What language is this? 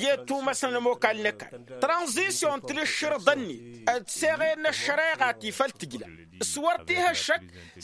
Tamasheq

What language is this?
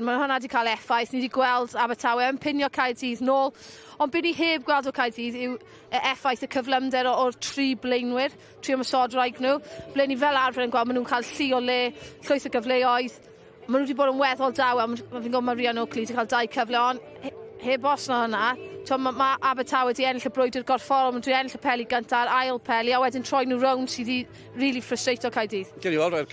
Welsh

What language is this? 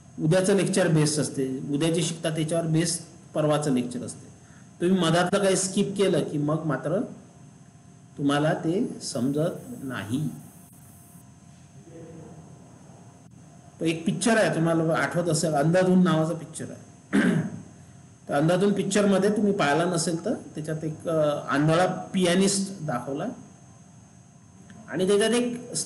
Marathi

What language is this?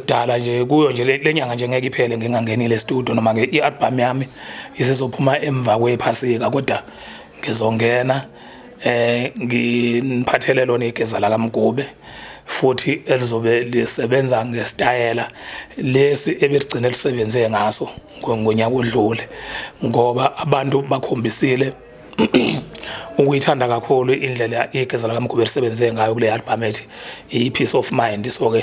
Zulu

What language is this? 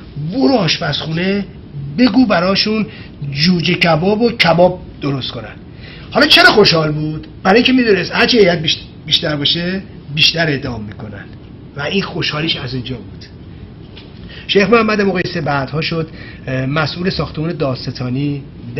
Persian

